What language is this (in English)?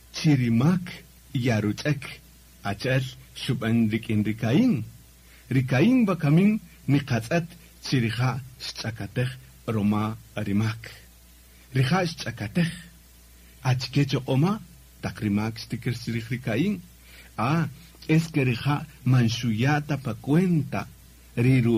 Kaqchikel